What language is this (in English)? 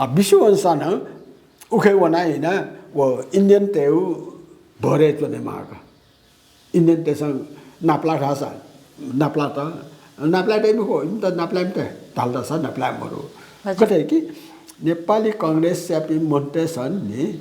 Newari